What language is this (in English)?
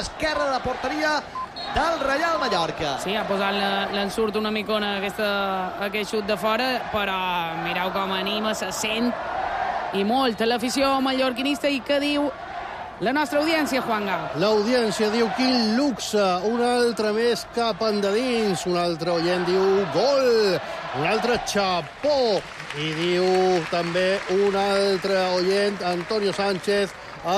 Catalan